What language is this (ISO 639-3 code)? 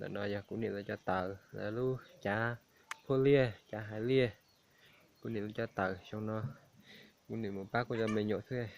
hmn